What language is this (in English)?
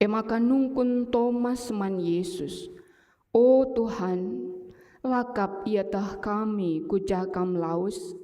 Batak Karo